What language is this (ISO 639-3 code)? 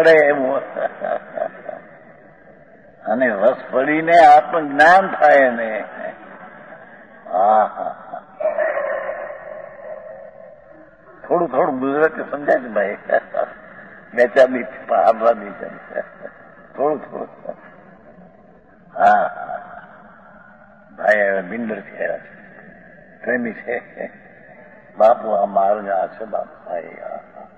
guj